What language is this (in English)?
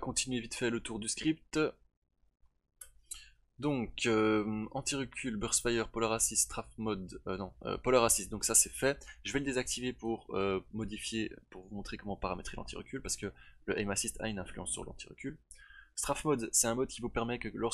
French